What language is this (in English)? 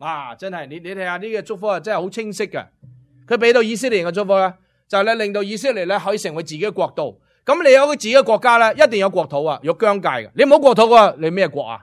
Cantonese